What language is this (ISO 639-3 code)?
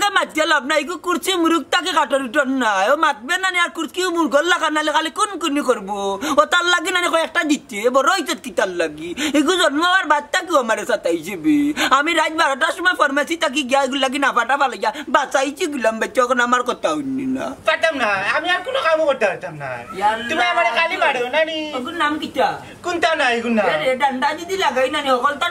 syl